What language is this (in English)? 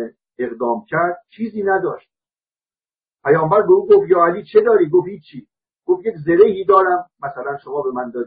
Persian